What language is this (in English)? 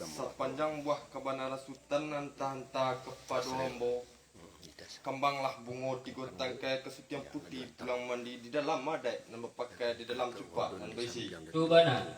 Minangkabau